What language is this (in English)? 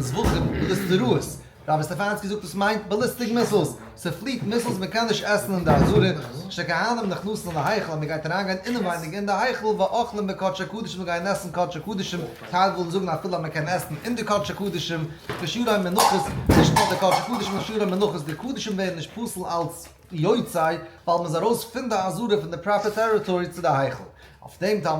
Yiddish